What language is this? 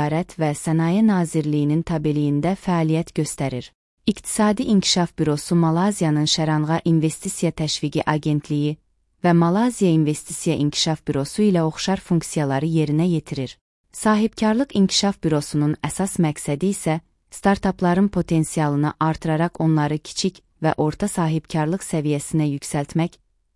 Azerbaijani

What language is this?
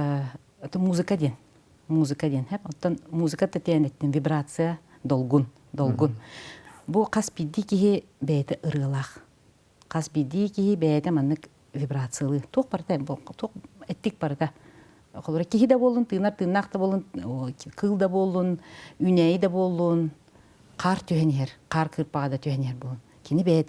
Yakut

